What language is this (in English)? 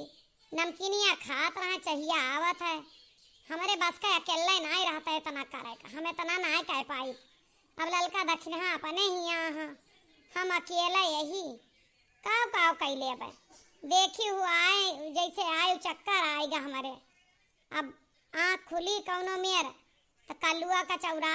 Awadhi